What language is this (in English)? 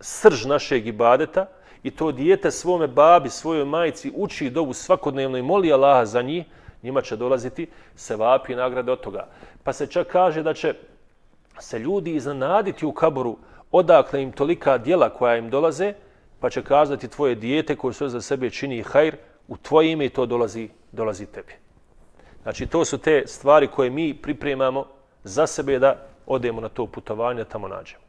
Bosnian